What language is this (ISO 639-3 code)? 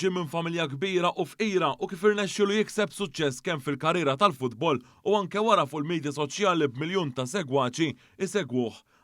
mlt